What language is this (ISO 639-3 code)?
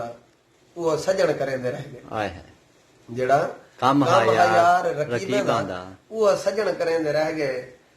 skr